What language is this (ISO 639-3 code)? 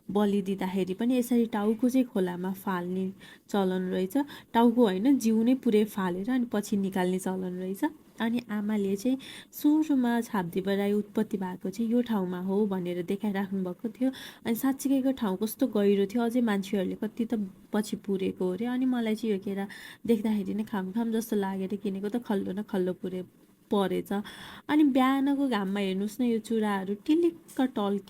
nep